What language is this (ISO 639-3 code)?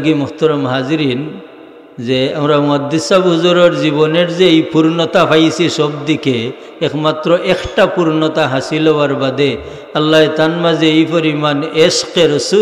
syl